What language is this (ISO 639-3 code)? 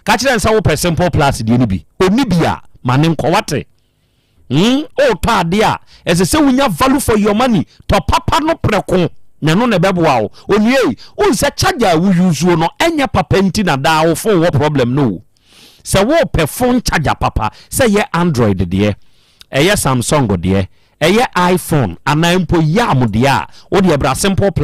aka